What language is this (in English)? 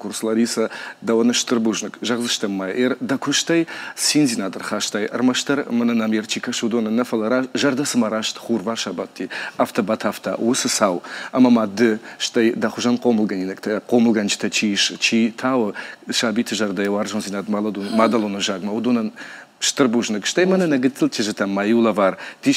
Ossetic